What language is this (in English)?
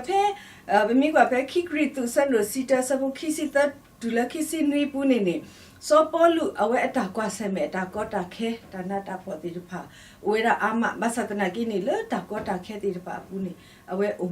S'gaw Karen